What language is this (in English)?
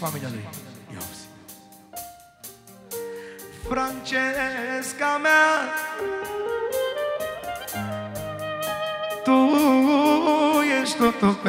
Romanian